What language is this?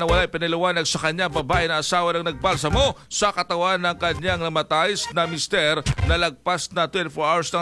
Filipino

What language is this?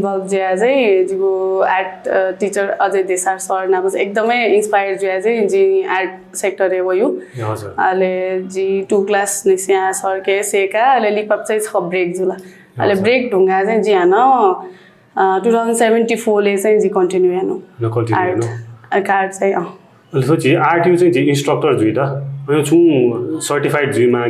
Newari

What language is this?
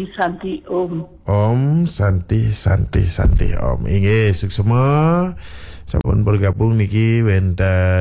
Balinese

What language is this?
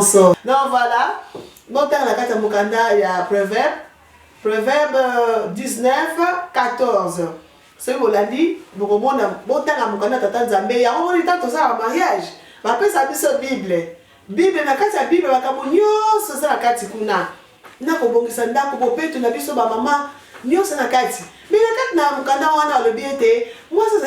Lingala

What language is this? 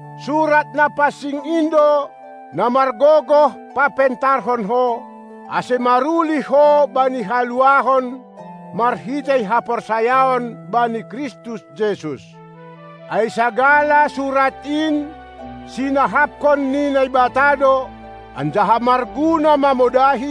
Batak Simalungun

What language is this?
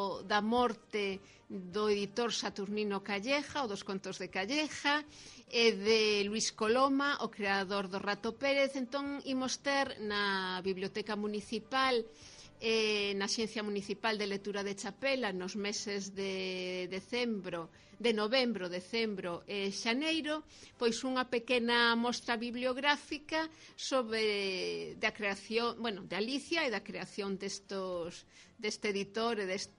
Galician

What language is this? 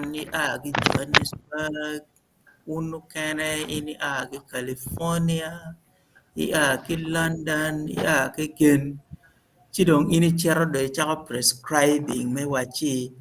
Acoli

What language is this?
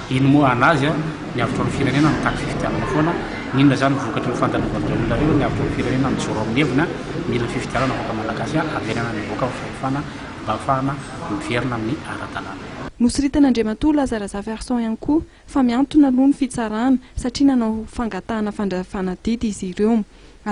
Malagasy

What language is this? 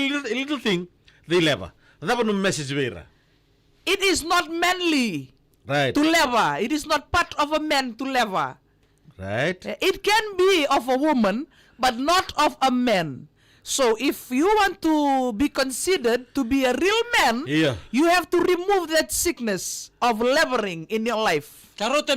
Fijian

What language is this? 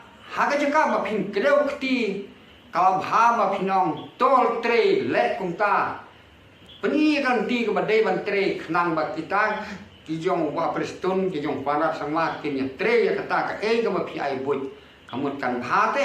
Khasi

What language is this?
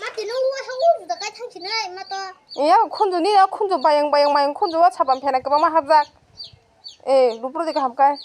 Kok Borok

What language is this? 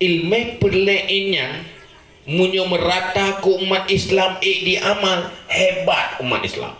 Achinese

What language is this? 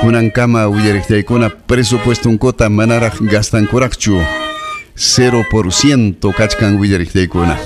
Ayacucho Quechua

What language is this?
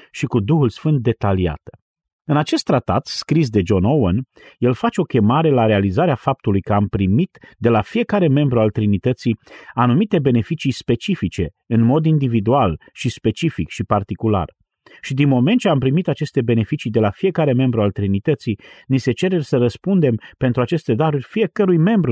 Romanian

